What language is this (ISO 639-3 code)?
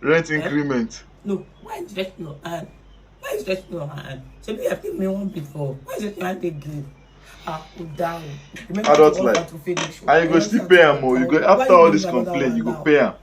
pcm